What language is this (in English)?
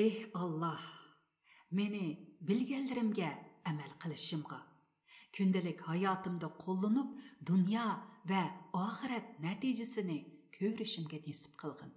Uyghur